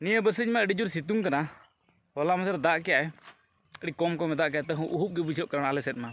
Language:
Santali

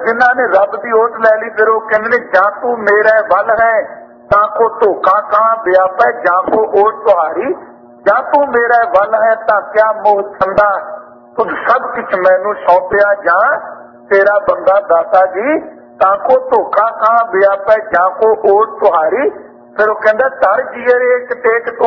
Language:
Punjabi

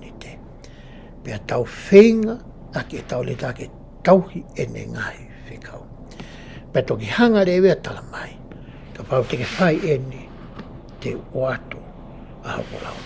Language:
Tongan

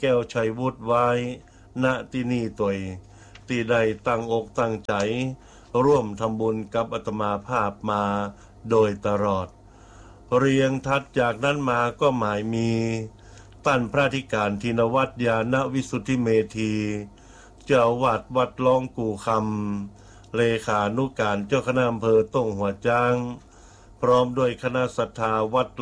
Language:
Thai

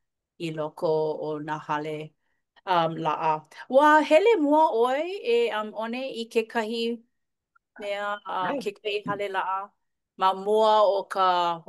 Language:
Hawaiian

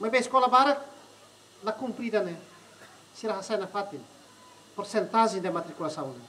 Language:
Tetum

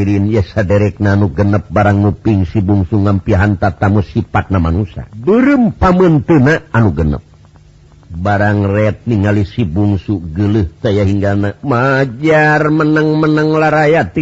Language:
Sundanese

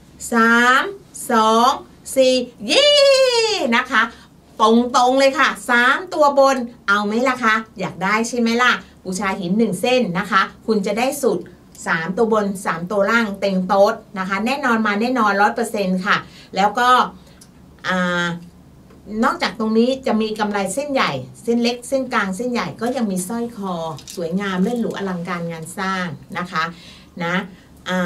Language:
Thai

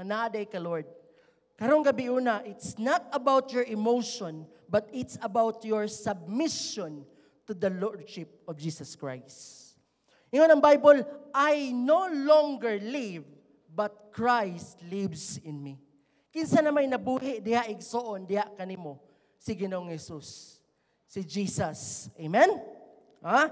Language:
Cebuano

